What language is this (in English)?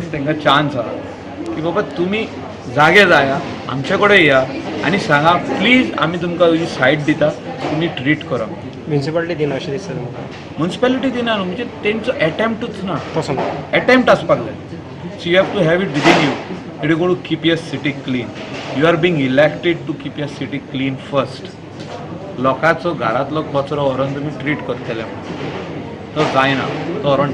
Konkani